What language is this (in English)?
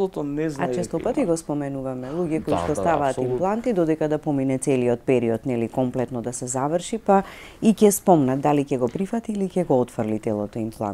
Macedonian